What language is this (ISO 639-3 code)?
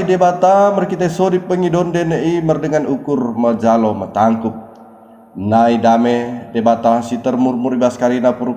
btd